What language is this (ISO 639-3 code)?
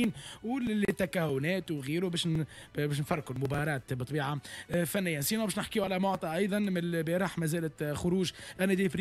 aeb